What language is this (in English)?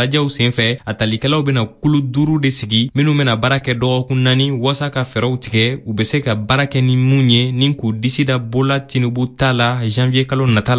Bambara